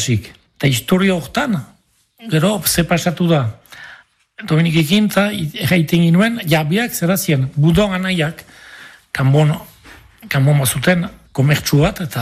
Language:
Basque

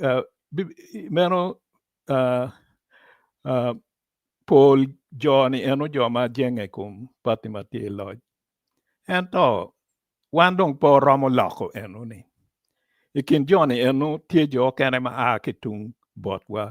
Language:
Acoli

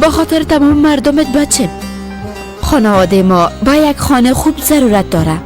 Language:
Persian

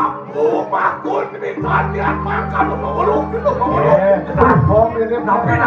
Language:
Balinese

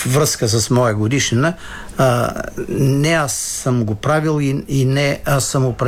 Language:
Bulgarian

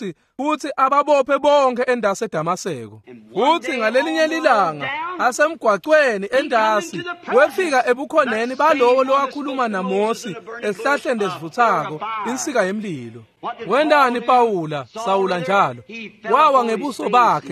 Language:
Swati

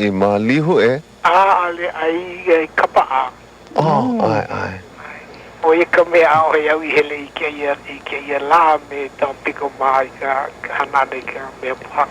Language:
Hawaiian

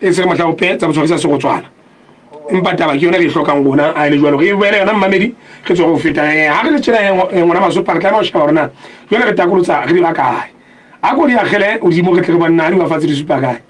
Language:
Southern Sotho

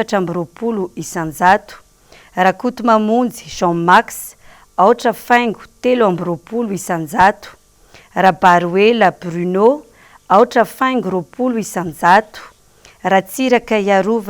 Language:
Malagasy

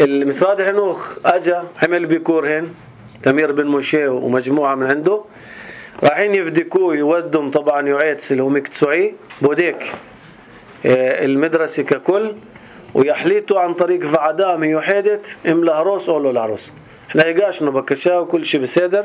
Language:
North Levantine Arabic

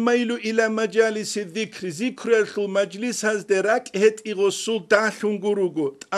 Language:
Avaric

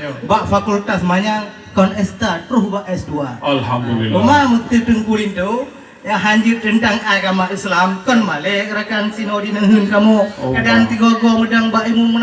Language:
Achinese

